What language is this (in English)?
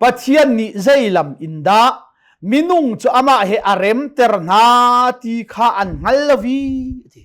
Hakha Chin